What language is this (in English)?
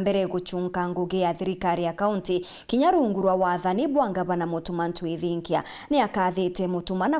Meru